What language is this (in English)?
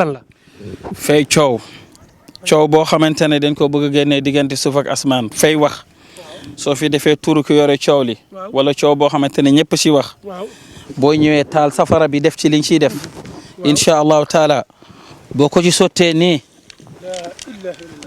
Wolof